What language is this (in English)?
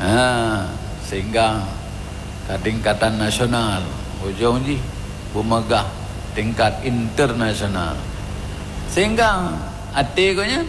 Achinese